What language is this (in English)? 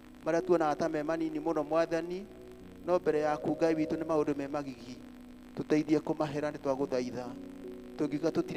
Kikuyu